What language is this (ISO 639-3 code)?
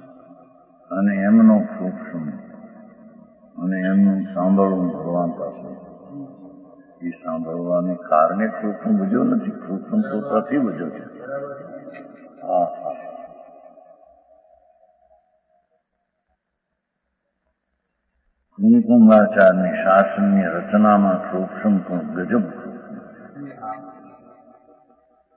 guj